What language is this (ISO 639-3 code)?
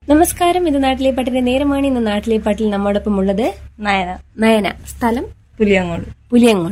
mal